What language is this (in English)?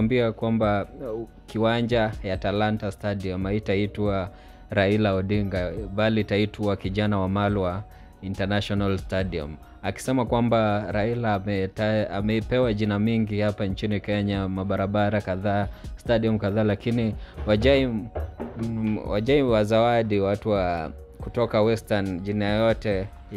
Swahili